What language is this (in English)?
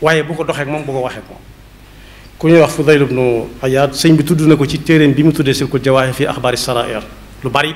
Wolof